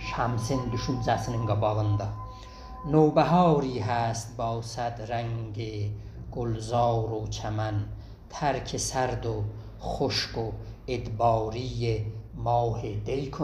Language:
South Azerbaijani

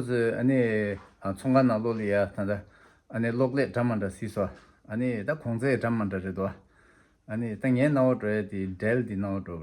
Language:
Tibetan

